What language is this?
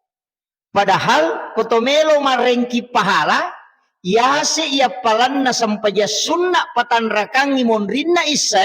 Buginese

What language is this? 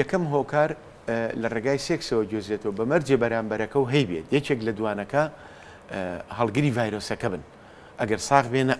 Central Kurdish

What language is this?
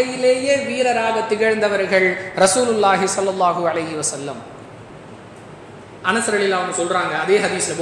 Tamil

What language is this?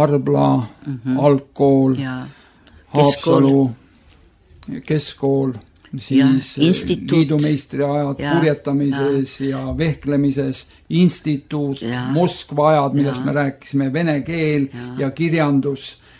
Estonian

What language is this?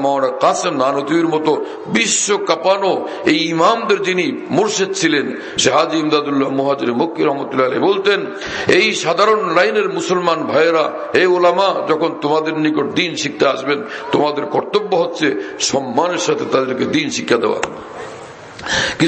Bangla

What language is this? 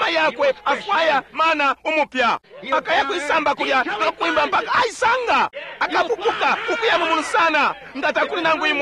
Bemba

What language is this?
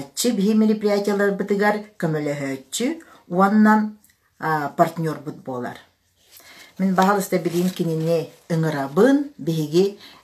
Yakut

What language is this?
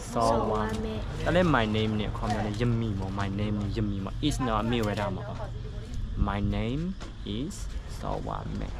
S'gaw Karen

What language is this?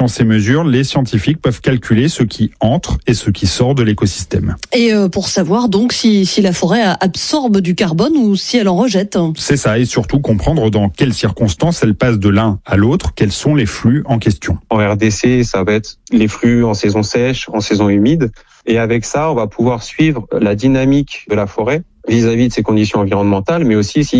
French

